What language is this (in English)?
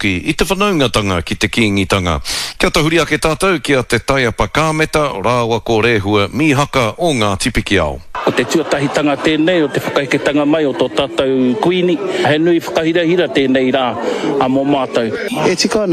Māori